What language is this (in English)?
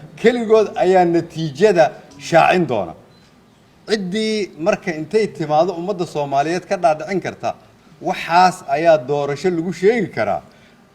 Somali